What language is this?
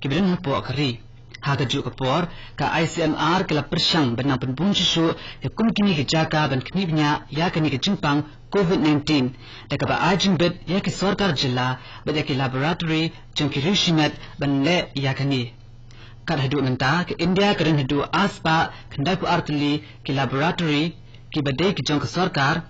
Khasi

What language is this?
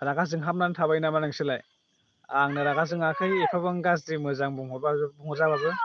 Bodo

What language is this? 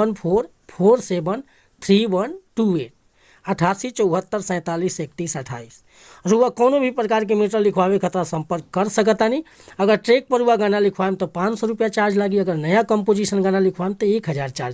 Bhojpuri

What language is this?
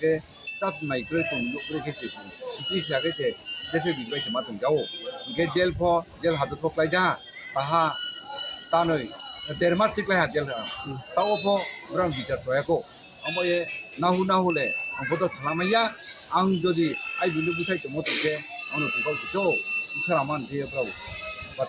Riang (India)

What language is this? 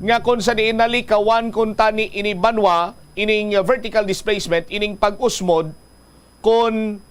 Hiligaynon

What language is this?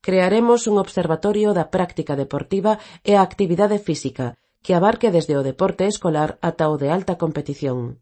Galician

